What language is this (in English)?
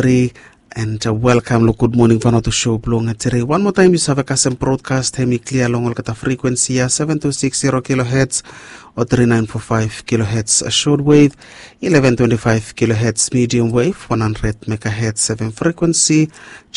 Bislama